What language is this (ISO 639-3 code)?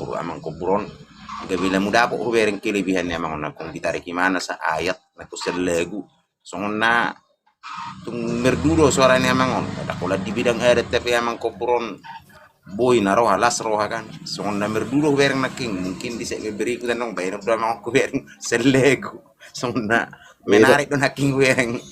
bbc